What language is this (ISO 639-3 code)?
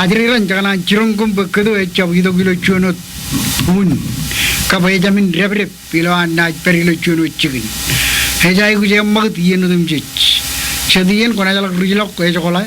mah